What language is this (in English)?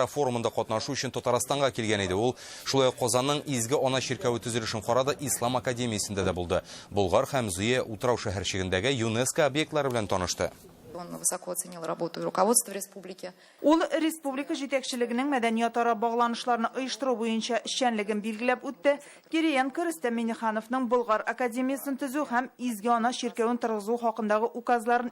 Tatar